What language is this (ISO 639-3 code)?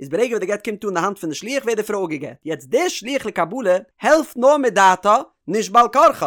yid